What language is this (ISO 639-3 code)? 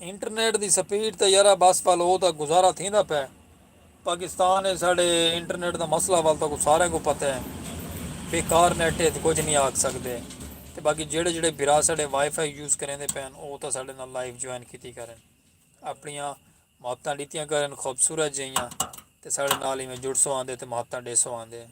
skr